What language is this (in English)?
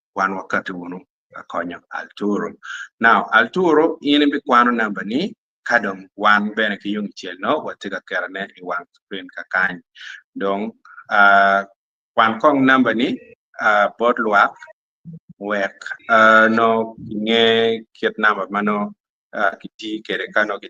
Acoli